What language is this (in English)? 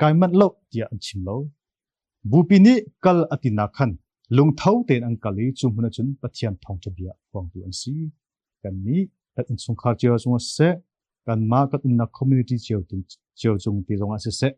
Hakha Chin